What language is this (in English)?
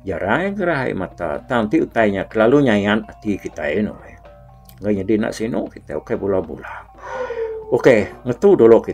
Iban